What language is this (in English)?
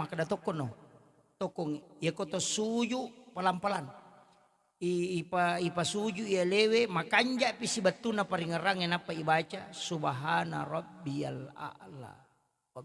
Buginese